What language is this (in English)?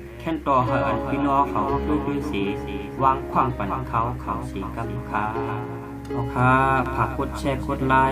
Shan